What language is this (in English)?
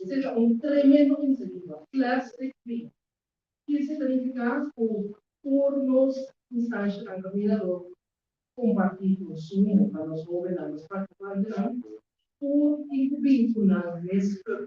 Papiamento